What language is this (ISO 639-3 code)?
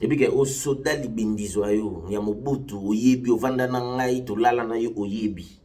lin